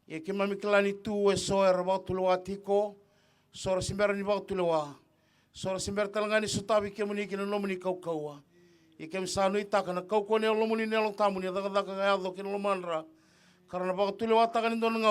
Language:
Fijian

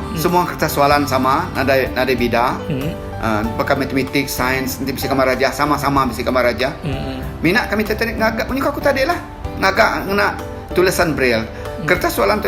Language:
Iban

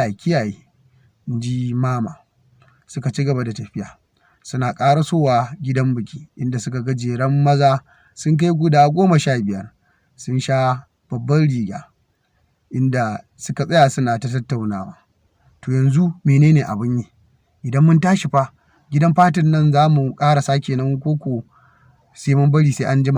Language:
Hausa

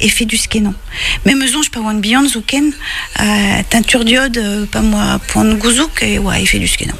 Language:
Breton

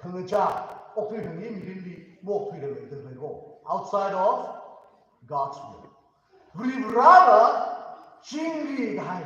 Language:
Tangkhul Naga (India)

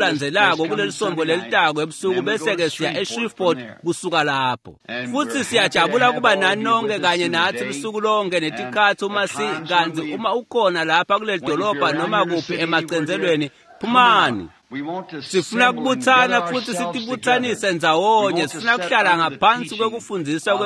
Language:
Swati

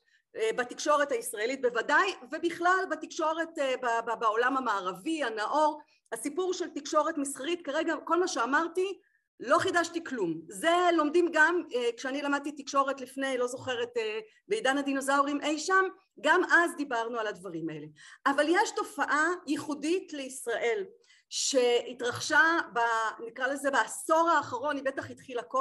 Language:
Hebrew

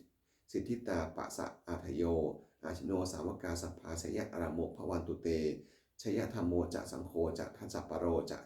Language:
Pali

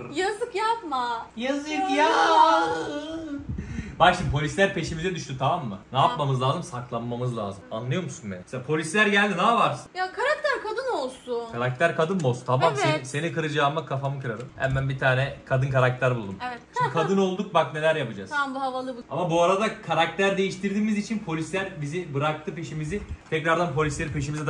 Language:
Turkish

